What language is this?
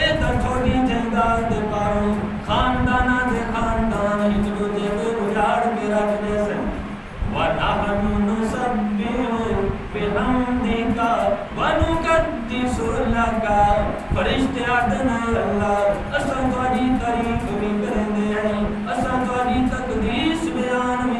Saraiki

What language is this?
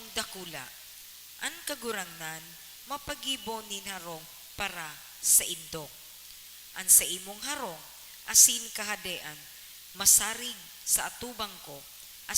Bikol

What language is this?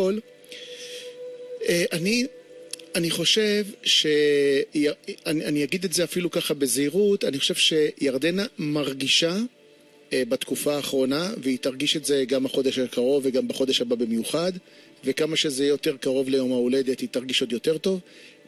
Hebrew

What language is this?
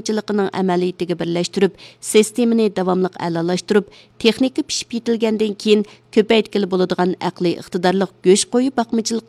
Uyghur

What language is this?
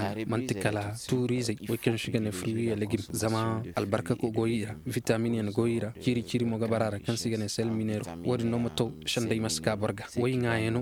Zarma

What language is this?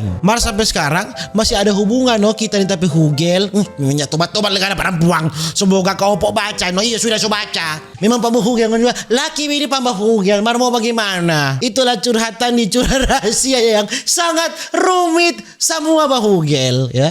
Manado Malay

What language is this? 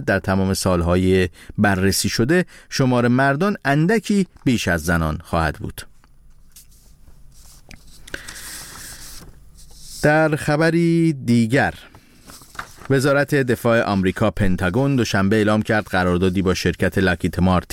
Persian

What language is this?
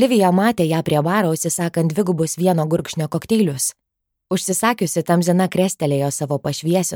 Lithuanian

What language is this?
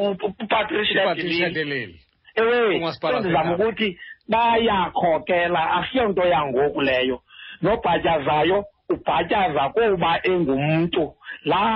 Xhosa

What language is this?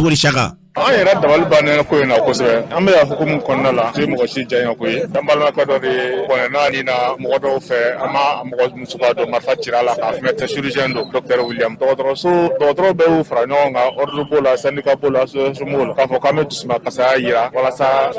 Bambara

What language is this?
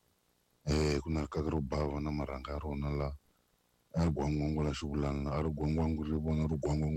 Tsonga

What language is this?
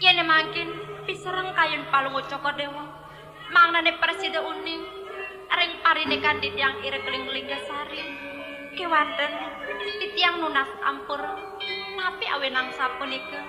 Balinese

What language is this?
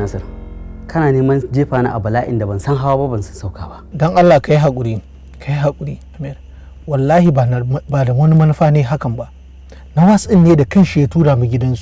Hausa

